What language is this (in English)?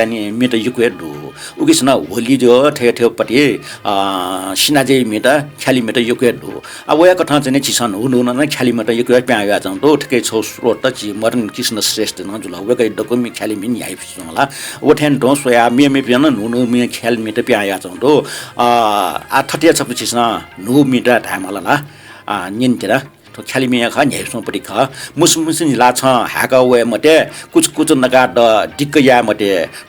Newari